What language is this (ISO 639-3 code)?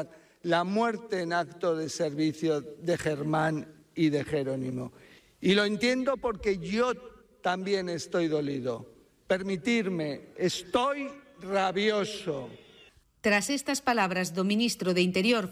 glg